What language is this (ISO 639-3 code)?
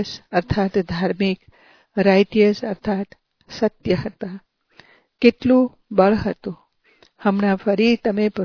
guj